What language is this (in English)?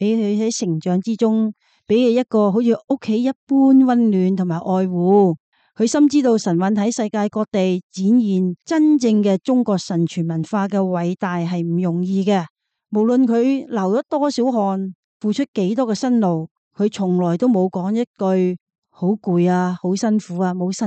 Cantonese